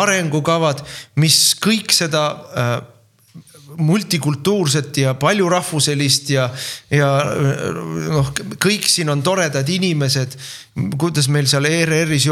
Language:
Estonian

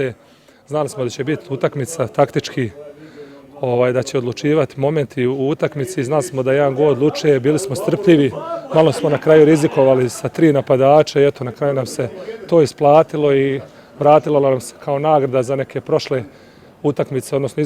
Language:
Bosnian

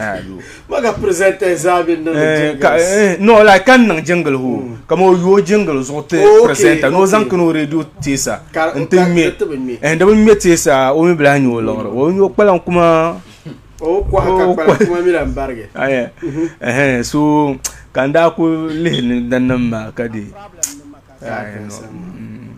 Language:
Dagbani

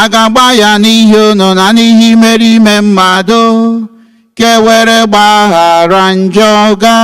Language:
Igbo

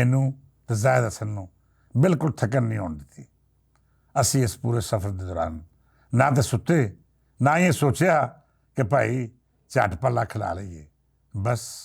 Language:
Western Panjabi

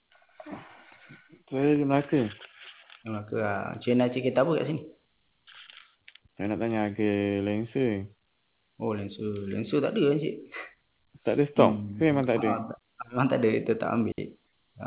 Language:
Malay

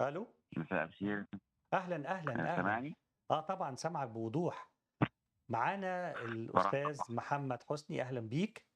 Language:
Egyptian Arabic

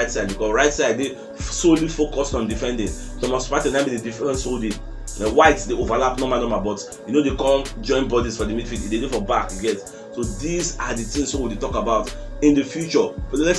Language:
Nigerian Pidgin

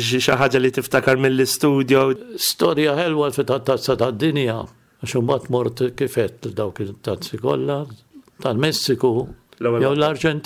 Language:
Maltese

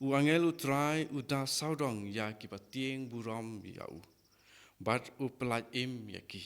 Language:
Khasi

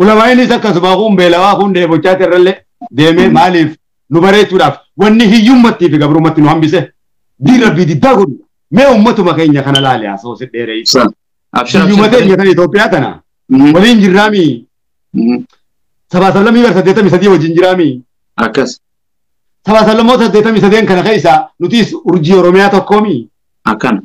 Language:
Oromo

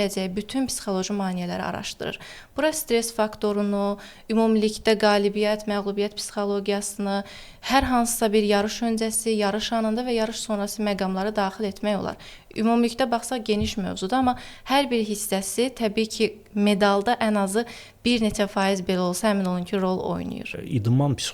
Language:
Azerbaijani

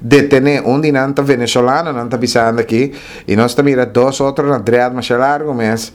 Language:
Papiamento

